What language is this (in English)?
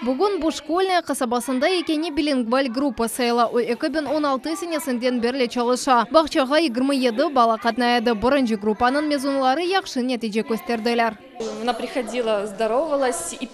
Crimean Tatar